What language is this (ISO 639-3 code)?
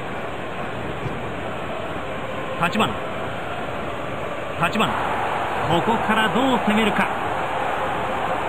jpn